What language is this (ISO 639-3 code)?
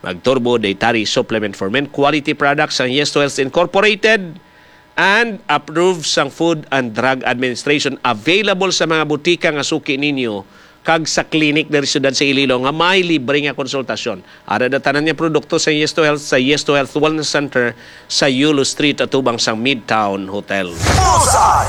hil